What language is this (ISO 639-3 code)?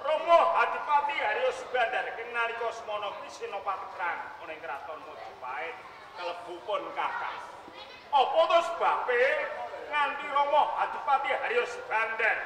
jav